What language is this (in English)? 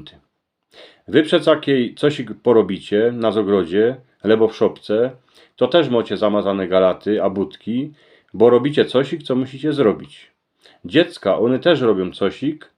Silesian